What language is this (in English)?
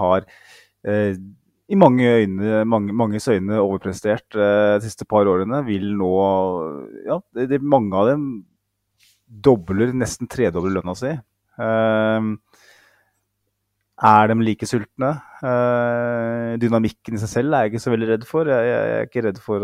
Norwegian